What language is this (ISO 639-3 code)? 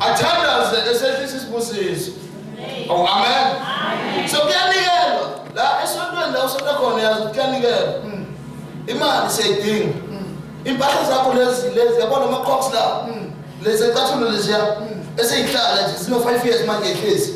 zul